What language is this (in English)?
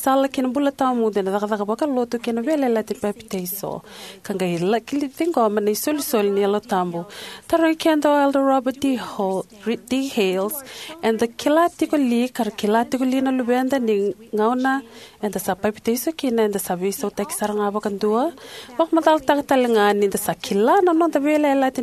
Fijian